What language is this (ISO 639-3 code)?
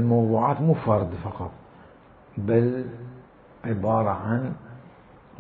acm